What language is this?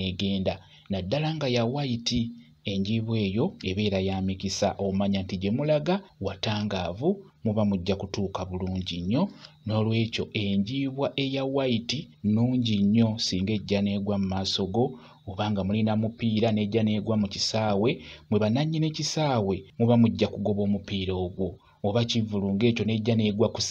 Ganda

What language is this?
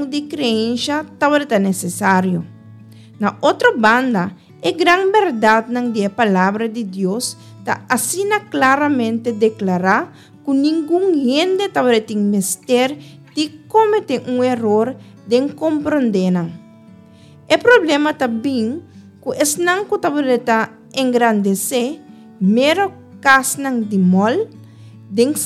Papiamento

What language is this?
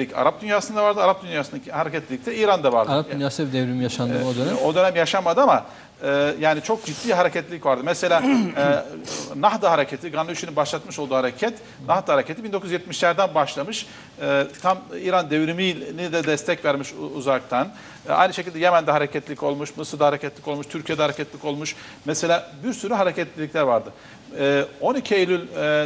Turkish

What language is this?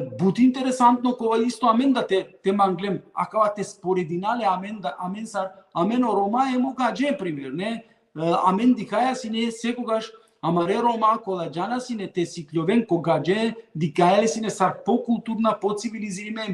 Balkan Romani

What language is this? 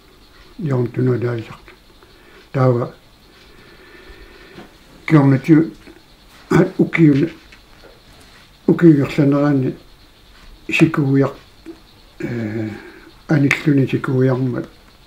Kalaallisut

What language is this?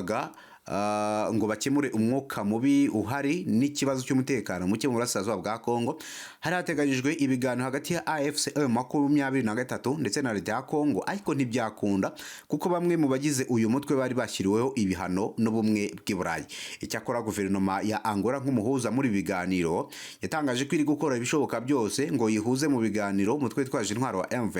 Kinyarwanda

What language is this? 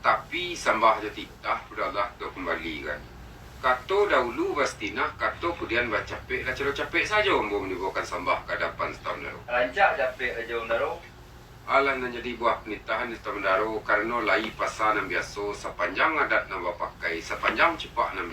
Minangkabau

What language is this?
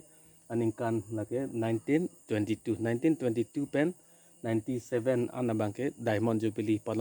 Karbi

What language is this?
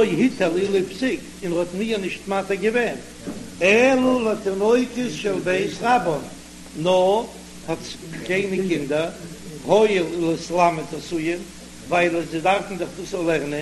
Yiddish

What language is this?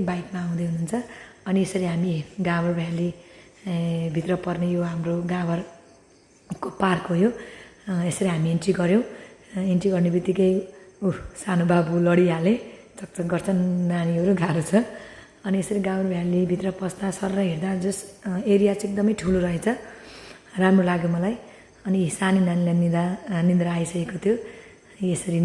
Nepali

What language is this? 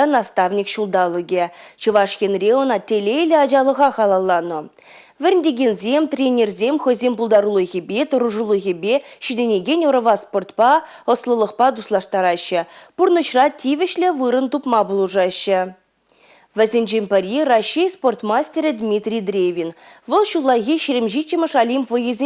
Chuvash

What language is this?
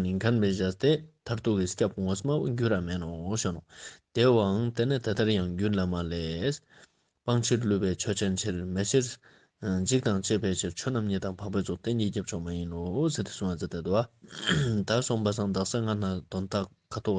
Ladakhi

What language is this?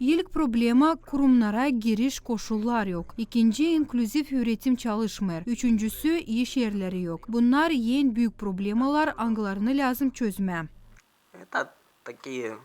Gagauz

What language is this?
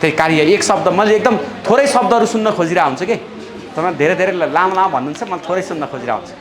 Nepali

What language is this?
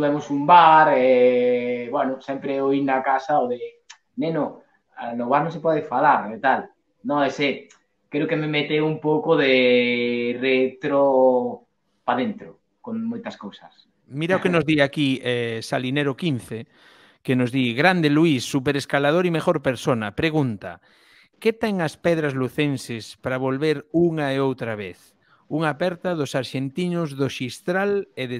Galician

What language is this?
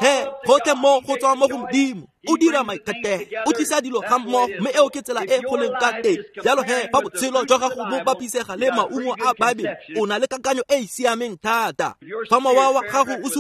Tswana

